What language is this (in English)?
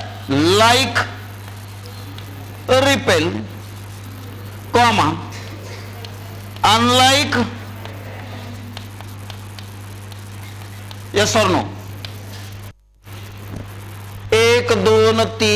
Marathi